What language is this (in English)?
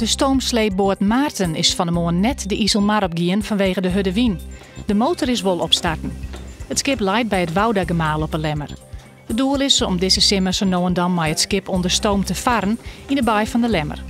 Western Frisian